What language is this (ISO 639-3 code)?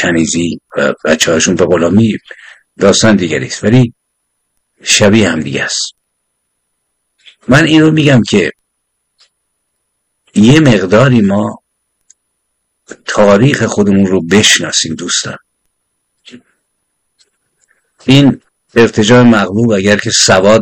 fas